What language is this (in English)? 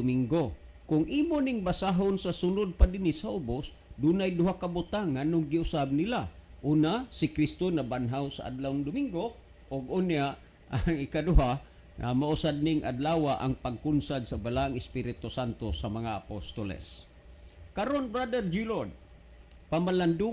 Cebuano